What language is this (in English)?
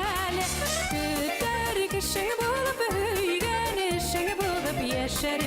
Bashkir